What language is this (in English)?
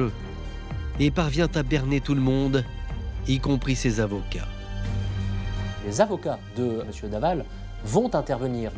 French